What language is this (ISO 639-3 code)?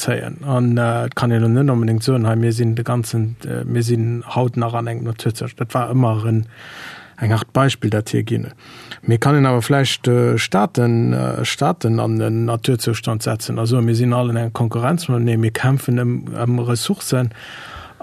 ltz